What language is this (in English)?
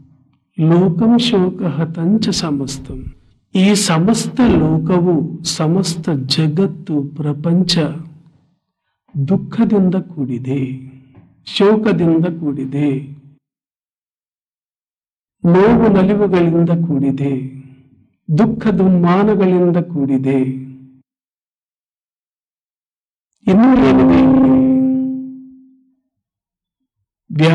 Kannada